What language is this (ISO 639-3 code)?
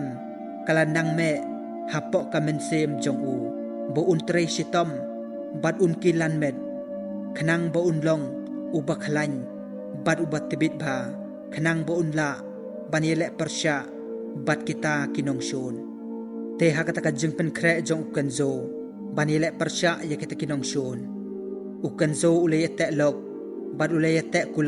kha